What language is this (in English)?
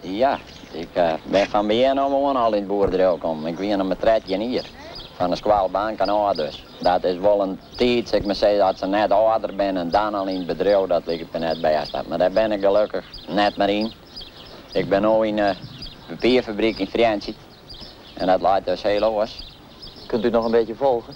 Western Frisian